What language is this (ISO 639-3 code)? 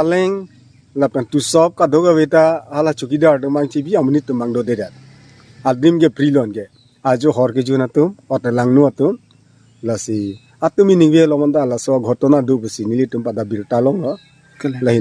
mjw